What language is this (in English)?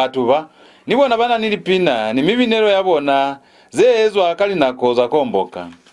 Lozi